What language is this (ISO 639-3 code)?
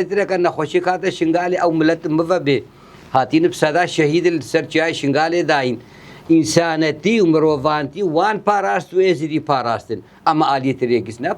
kur